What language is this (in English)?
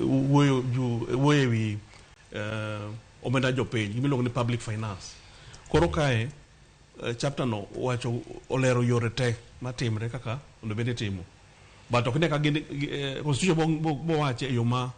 Luo (Kenya and Tanzania)